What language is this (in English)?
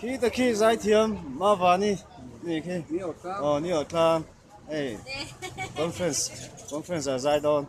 Mizo